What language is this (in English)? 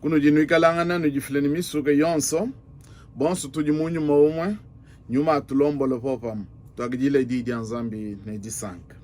Luba-Lulua